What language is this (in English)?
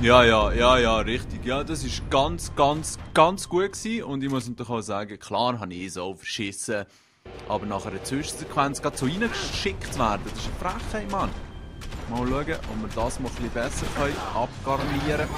Swiss German